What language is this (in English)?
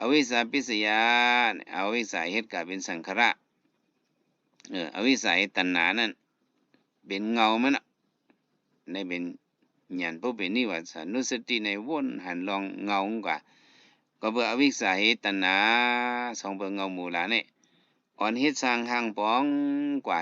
Shan